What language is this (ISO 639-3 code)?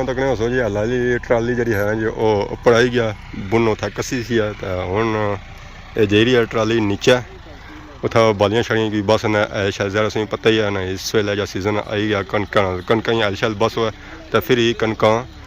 phr